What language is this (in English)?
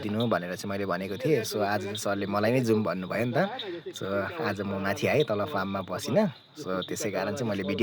Nepali